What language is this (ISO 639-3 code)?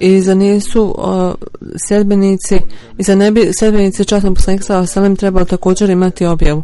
bos